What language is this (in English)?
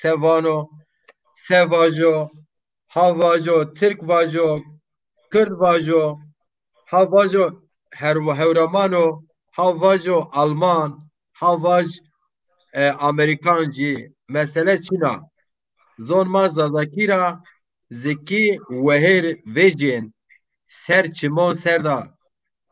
Zaza